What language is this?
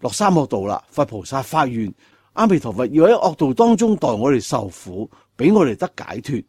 Cantonese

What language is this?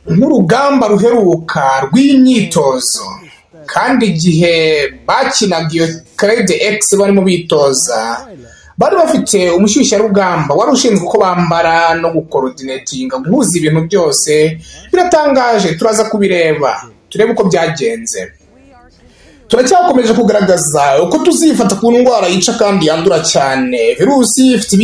Kinyarwanda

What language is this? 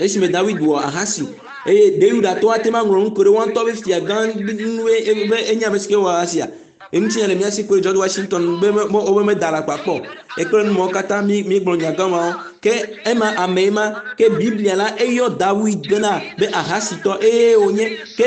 Ewe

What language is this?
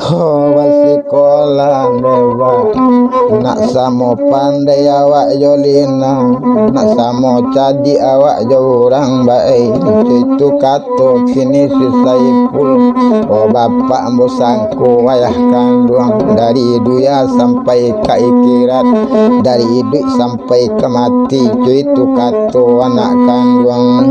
Minangkabau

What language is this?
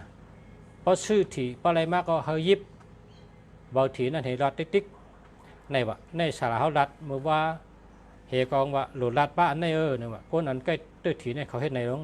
Shan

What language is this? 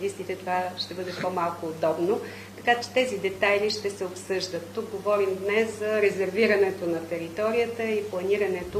Bulgarian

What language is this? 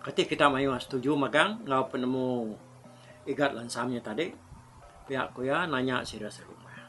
Iban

